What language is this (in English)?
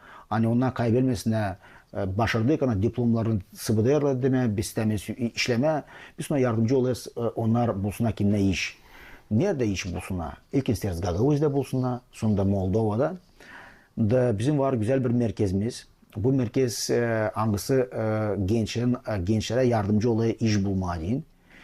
Gagauz